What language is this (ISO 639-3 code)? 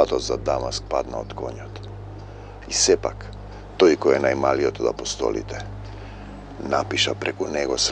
mkd